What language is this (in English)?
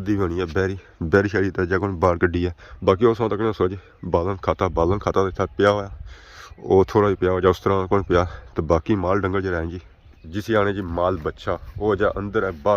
Pahari-Potwari